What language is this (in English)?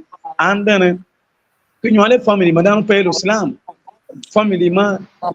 Acoli